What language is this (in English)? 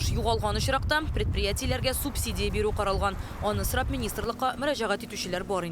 Tatar